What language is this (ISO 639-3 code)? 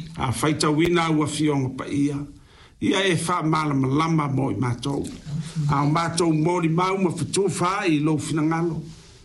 smo